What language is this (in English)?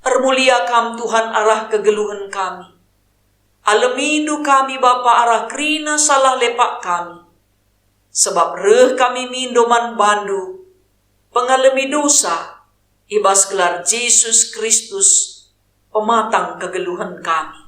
Batak Karo